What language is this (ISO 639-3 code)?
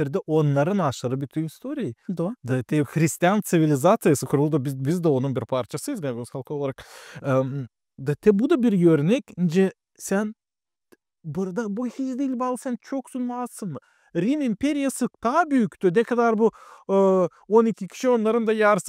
gag